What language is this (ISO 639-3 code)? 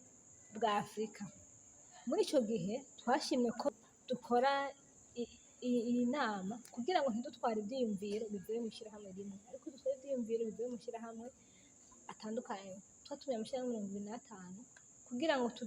run